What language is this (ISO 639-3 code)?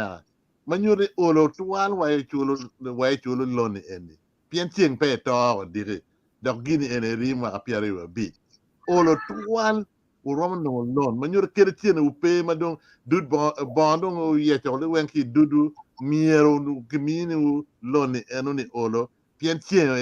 ach